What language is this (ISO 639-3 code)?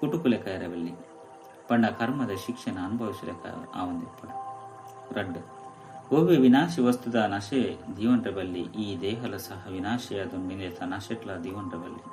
tcy